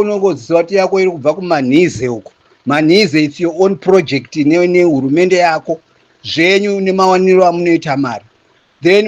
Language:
Shona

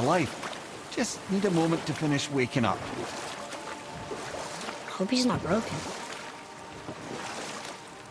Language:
English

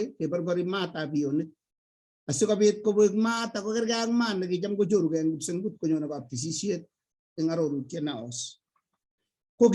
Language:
Kalenjin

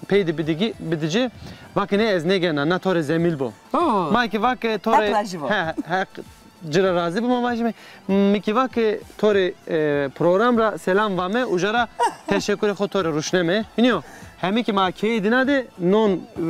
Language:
Zaza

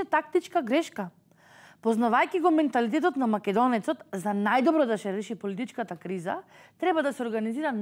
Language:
Macedonian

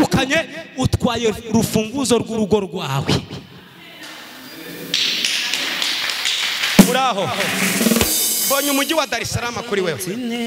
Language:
Kinyarwanda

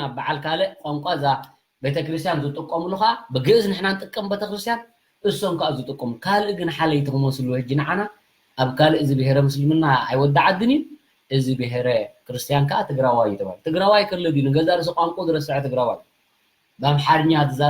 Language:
Tigrinya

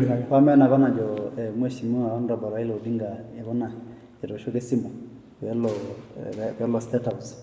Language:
Masai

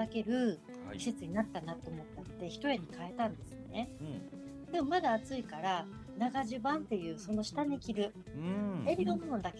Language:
Japanese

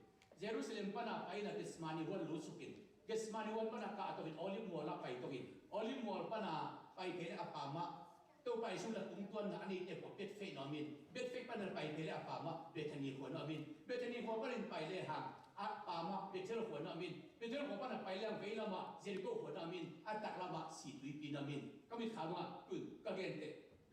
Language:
Tedim Chin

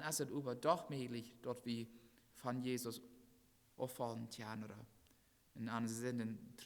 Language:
Plautdietsch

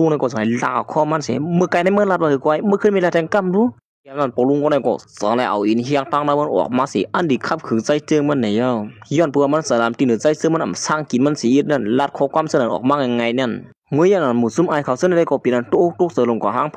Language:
Shan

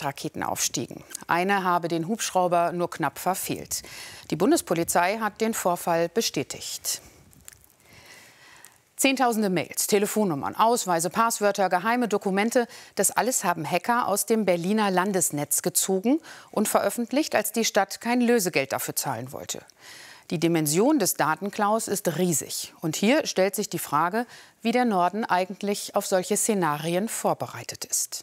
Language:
German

